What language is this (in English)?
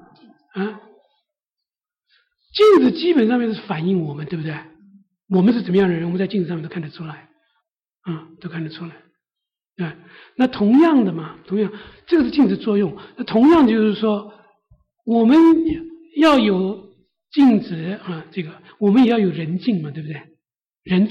Chinese